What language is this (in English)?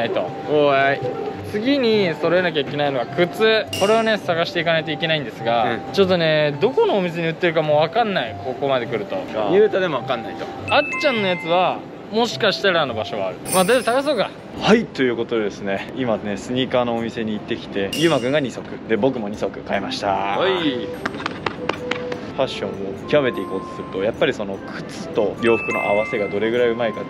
Japanese